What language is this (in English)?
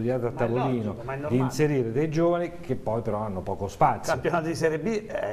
Italian